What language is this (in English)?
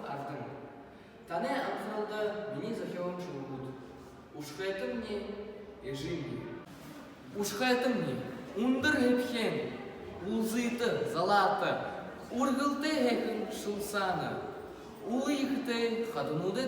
Buriat